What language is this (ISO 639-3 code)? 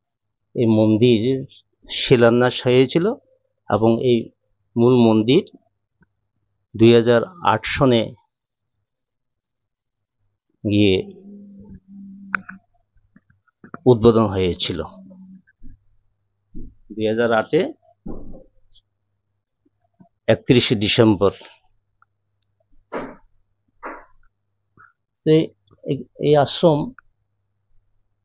ben